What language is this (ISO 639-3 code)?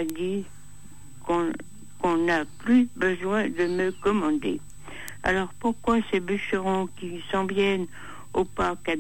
fra